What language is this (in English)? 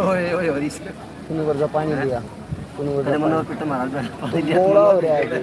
Haryanvi